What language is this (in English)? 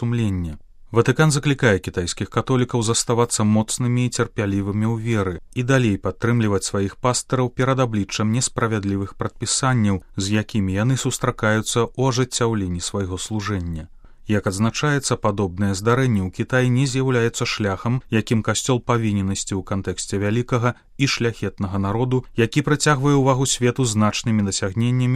Belarusian